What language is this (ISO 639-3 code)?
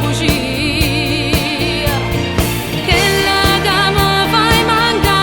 nap